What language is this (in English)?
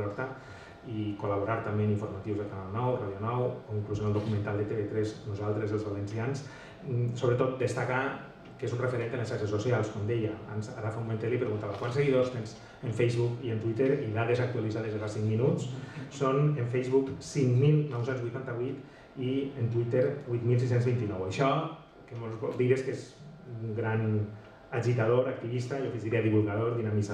Catalan